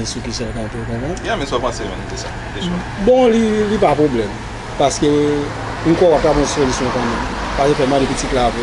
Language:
Haitian Creole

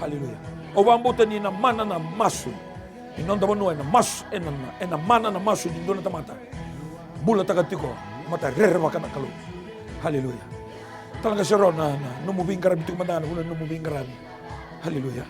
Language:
Fijian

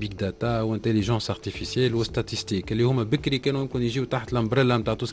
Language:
Tunisian Arabic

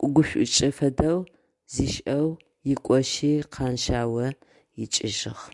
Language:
Adyghe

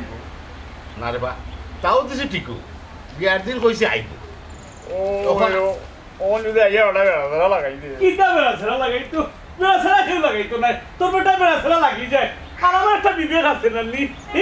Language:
Sylheti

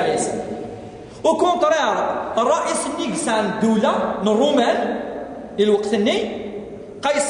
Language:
Kabyle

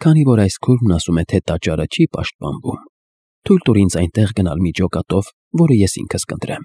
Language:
Armenian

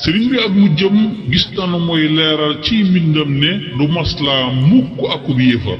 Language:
Wolof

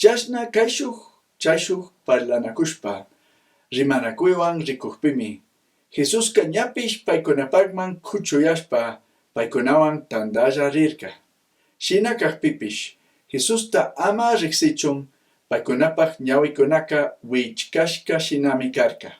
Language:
Chimborazo Highland Quichua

